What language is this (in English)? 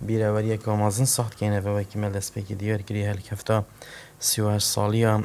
Kurdish